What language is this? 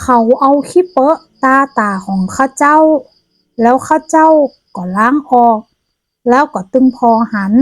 Northern Thai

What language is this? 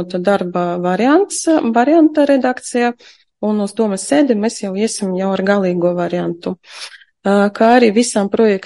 Latvian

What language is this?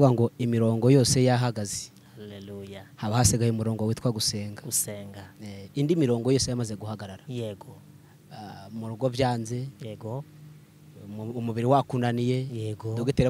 Kinyarwanda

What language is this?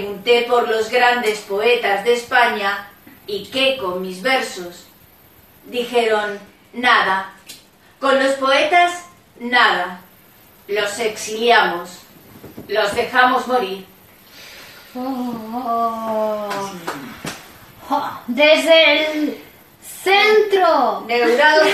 Spanish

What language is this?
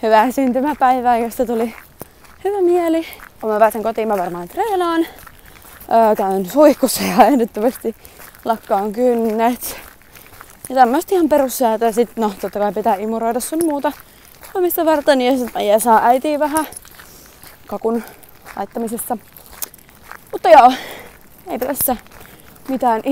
Finnish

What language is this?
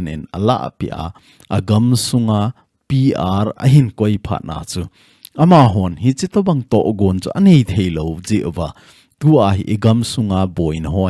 Thado Chin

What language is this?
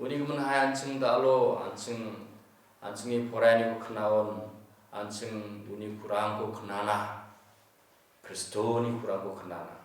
Garo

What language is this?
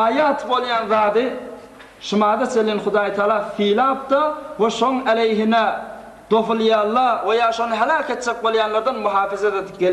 Turkmen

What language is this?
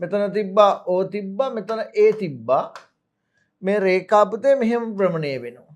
Sinhala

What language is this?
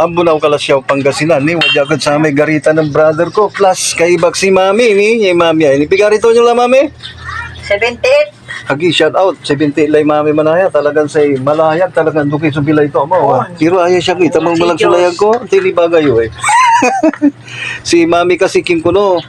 Pangasinan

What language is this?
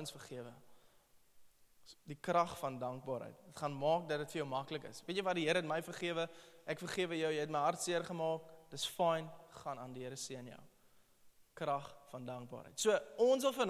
Afrikaans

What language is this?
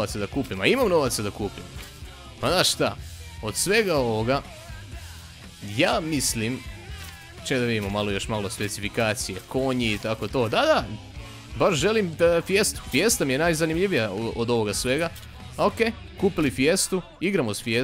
Croatian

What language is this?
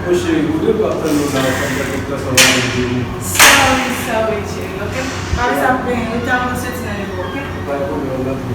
Haitian Creole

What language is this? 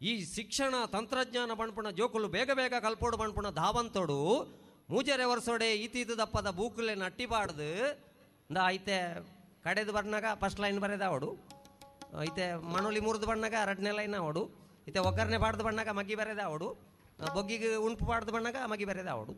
Tulu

